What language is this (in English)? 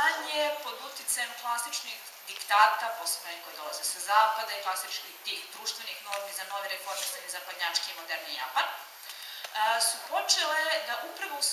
Serbian